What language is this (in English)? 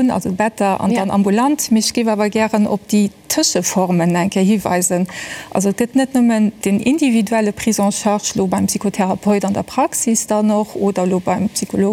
Luxembourgish